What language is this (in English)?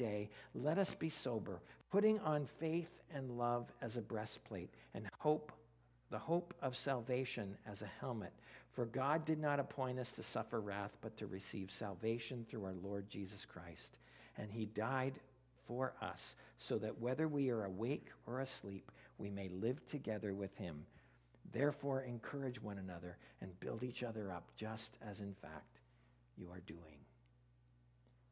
English